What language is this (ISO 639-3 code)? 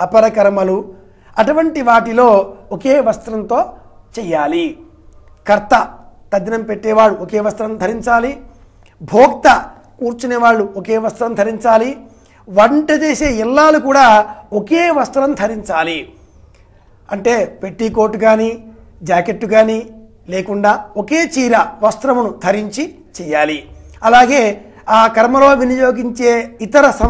tel